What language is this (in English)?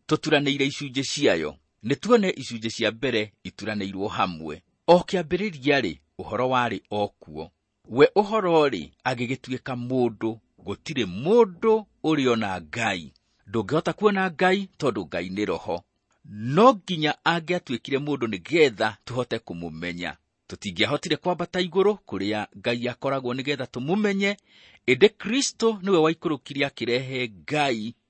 Kikuyu